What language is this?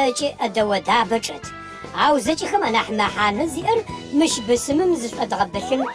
Adyghe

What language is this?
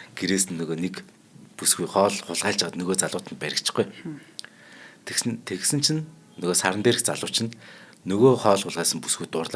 Mongolian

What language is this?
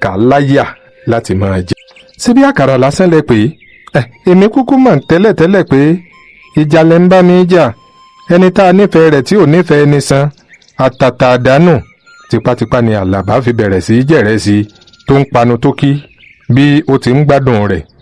Yoruba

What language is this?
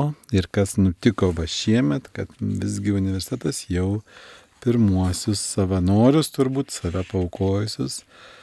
Lithuanian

